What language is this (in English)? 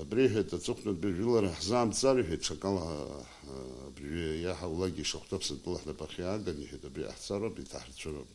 Abkhazian